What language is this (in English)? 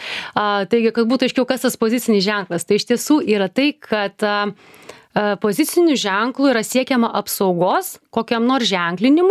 Lithuanian